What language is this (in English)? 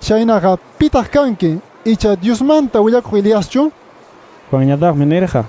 Quechua